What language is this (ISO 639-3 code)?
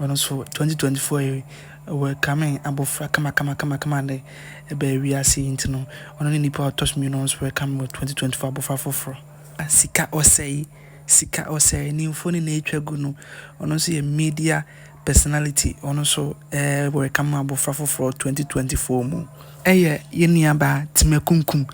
aka